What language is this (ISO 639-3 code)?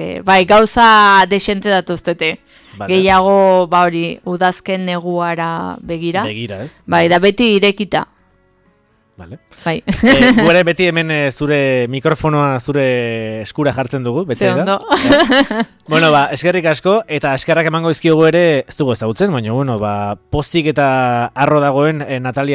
eus